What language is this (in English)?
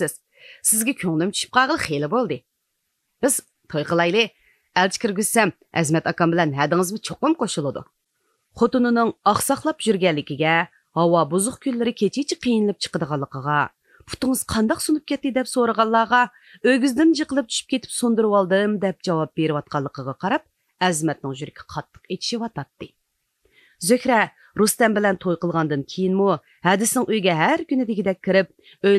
Uyghur